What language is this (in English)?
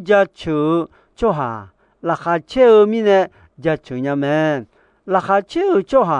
Akha